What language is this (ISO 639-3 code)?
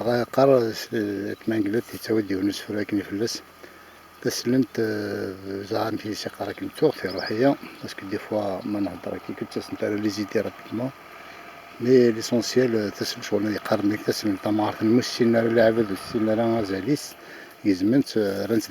kab